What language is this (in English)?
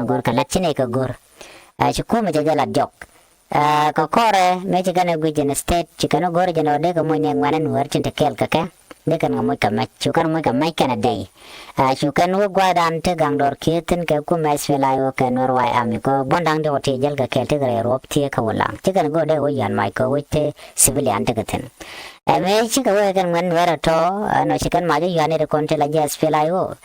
Nuer